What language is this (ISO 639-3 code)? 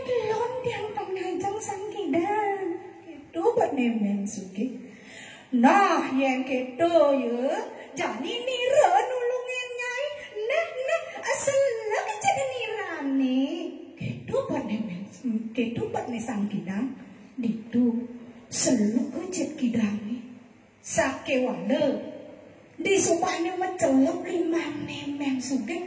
ban